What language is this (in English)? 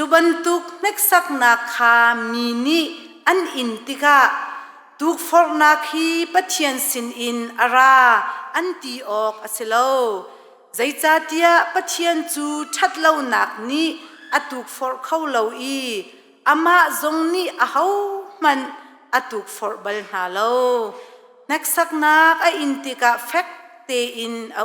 Hakha Chin